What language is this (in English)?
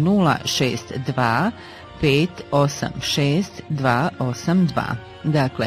Bosnian